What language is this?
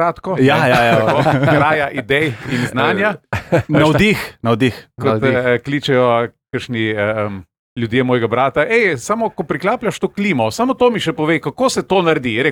Slovenian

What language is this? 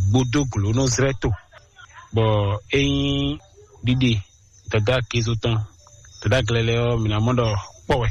Fon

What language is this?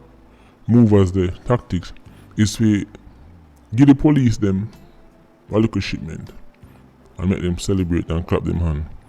Jamaican Creole English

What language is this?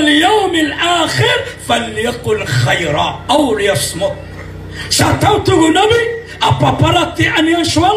Maranao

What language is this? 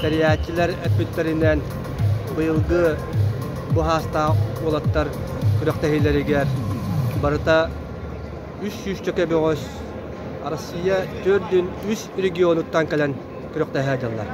Yakut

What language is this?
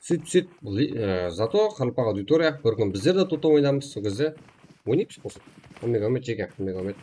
Kara-Kalpak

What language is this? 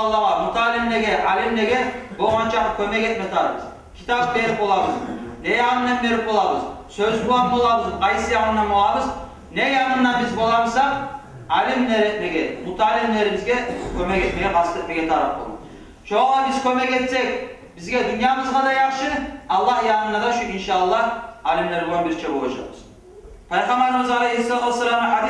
Kumyk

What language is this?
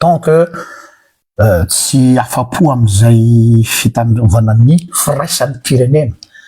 Malagasy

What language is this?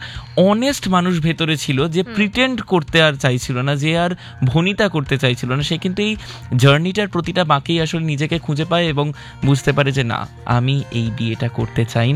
Bangla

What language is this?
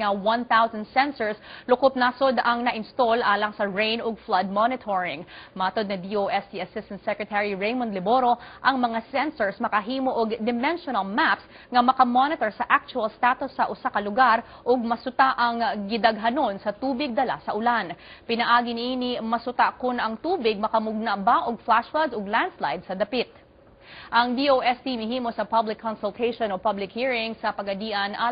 Cebuano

